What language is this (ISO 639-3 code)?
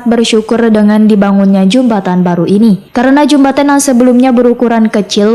bjn